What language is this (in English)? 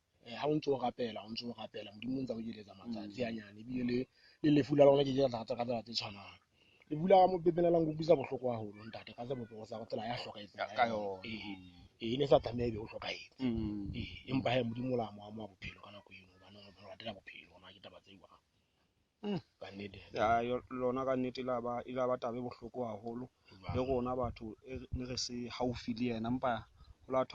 Southern Sotho